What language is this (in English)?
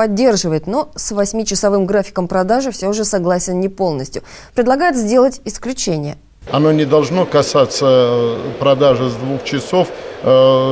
Russian